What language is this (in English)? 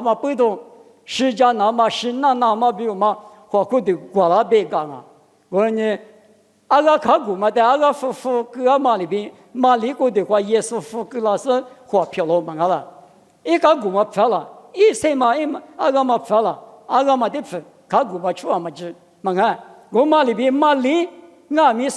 Lisu